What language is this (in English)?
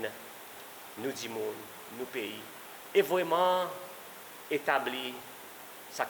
Seselwa Creole French